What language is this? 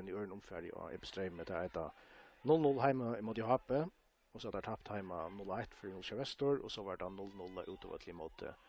Faroese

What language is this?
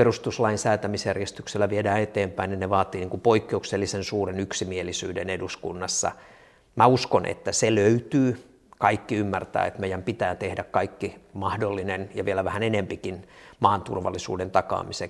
Finnish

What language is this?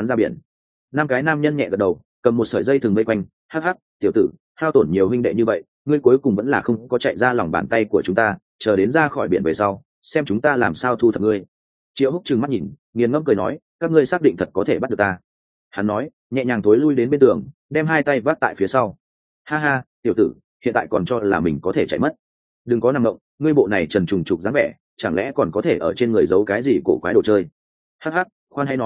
Vietnamese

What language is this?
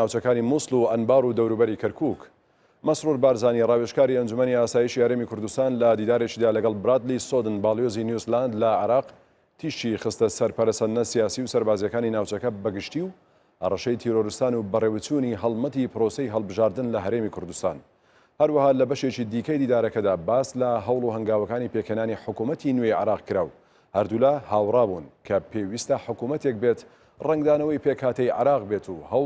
Central Kurdish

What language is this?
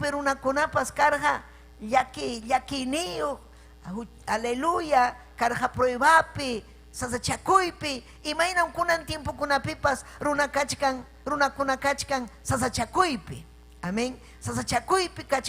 Ayacucho Quechua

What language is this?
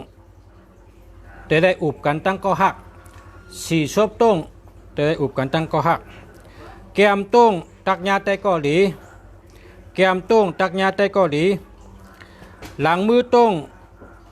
Shan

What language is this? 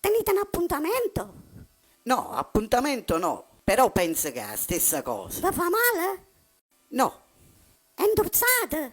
Neapolitan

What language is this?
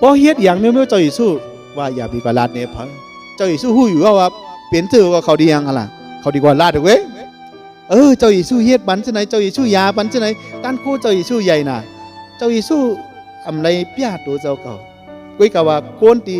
Shan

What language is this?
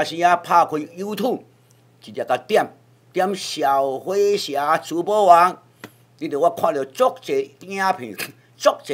Min Nan Chinese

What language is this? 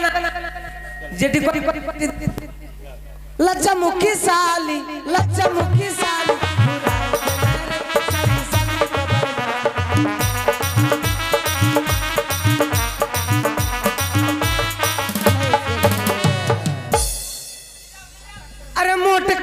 Bangla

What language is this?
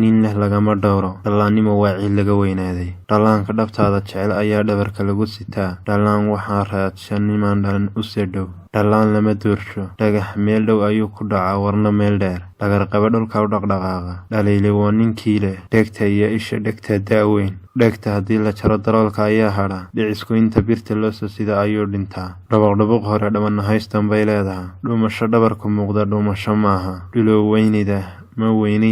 Somali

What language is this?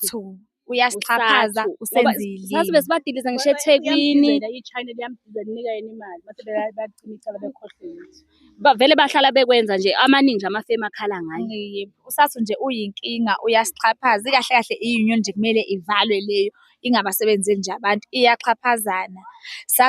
Zulu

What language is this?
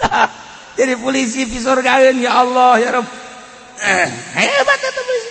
Sundanese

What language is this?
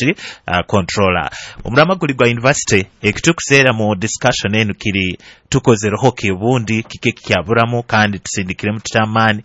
Nyoro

